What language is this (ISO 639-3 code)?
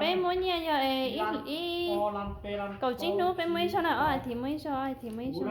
hmn